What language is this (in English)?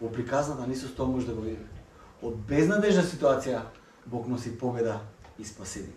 Macedonian